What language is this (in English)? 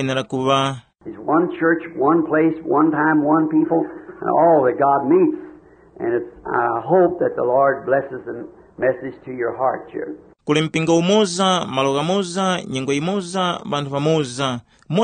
Tumbuka